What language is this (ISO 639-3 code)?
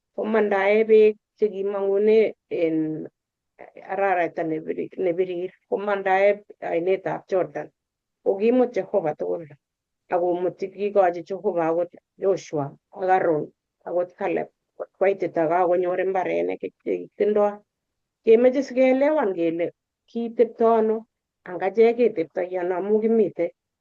kln